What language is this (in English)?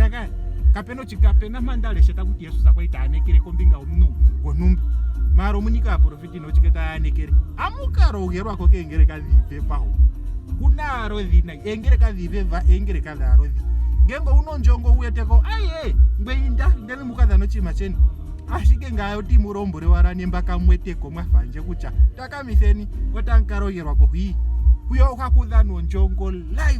Ndonga